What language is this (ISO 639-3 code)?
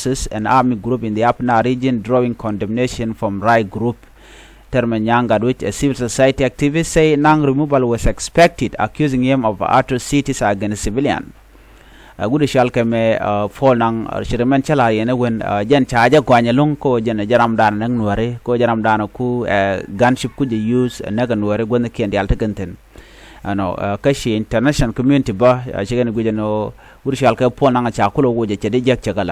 nus